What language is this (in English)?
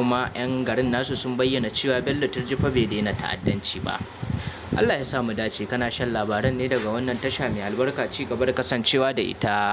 Hausa